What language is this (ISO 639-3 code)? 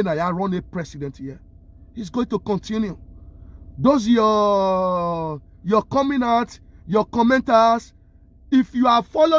pcm